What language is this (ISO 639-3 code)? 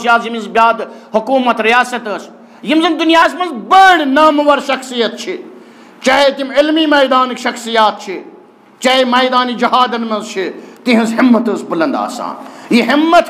kas